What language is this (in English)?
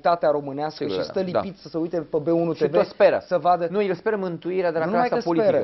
Romanian